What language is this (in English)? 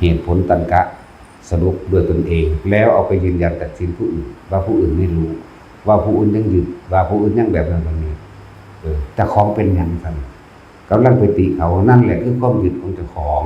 Northeastern Thai